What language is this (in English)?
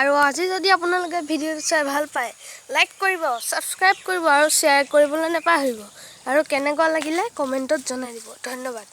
Assamese